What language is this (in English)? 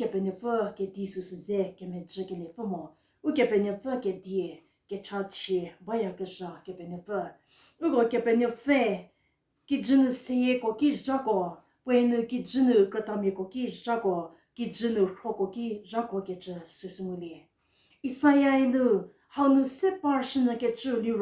Angami Naga